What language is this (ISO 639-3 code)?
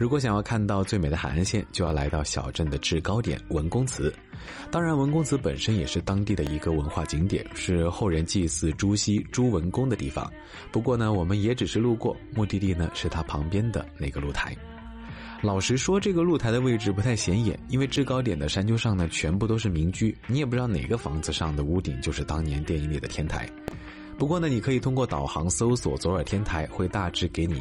zho